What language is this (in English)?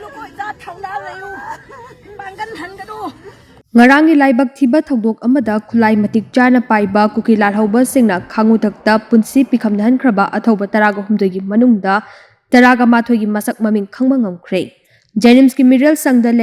Manipuri